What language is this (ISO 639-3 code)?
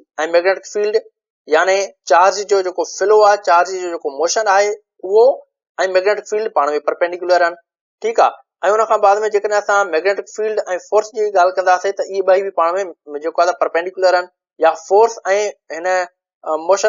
snd